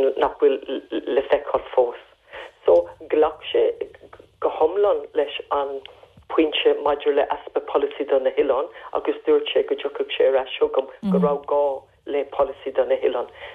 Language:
Irish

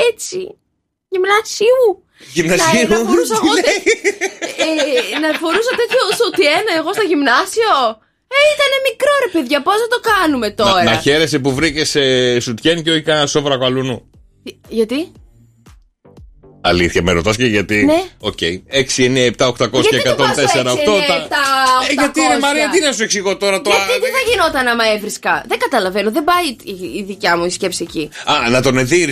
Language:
Greek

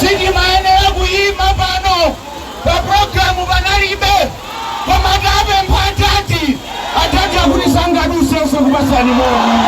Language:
Nyanja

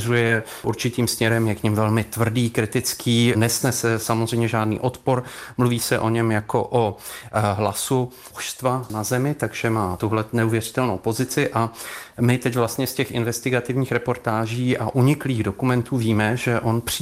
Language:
Czech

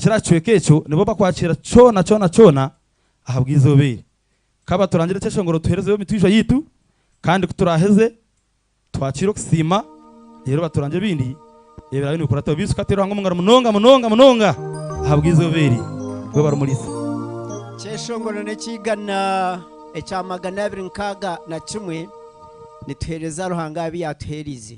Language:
Nyankole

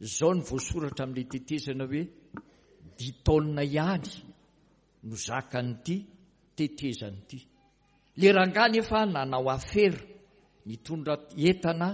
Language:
Malagasy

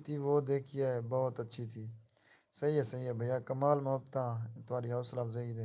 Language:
Saraiki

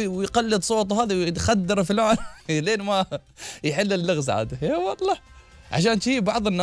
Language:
Gulf Arabic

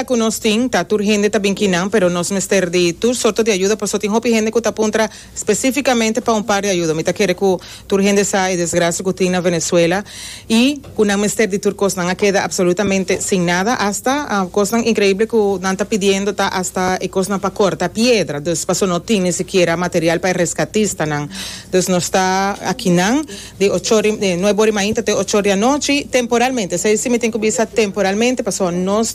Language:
Papiamento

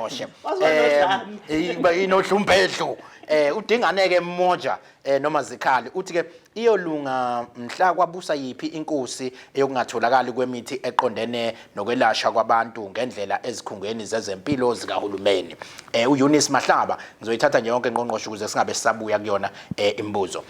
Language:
Zulu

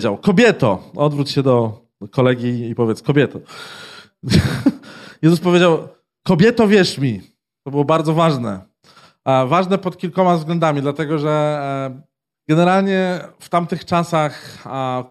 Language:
Polish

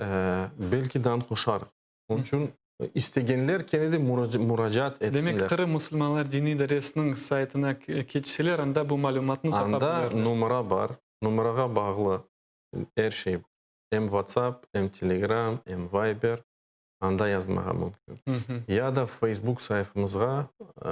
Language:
Crimean Tatar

